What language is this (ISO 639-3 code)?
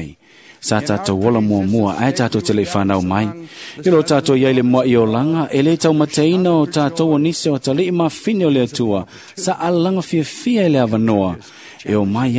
smo